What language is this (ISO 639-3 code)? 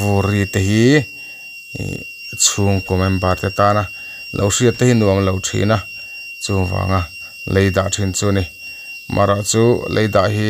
lus